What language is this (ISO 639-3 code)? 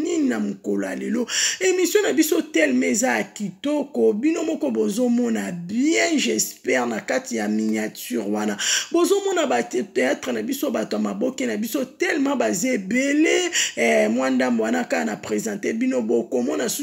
lin